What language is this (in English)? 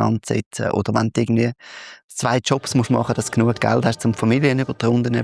Swiss German